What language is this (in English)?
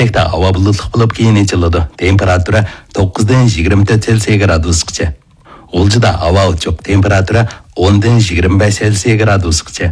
Uyghur